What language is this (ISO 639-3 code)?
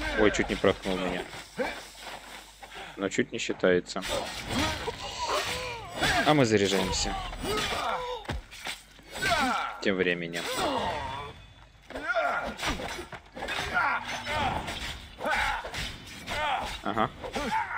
rus